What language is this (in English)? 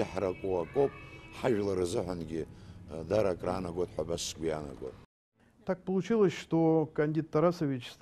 Abkhazian